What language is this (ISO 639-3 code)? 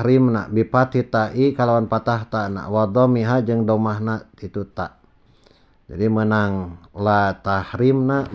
sun